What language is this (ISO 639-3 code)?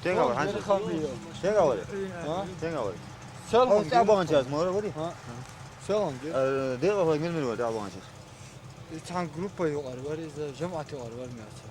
che